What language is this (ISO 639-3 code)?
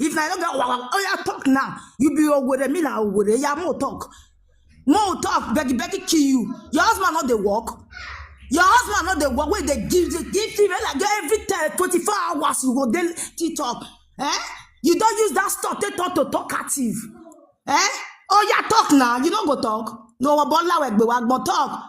pcm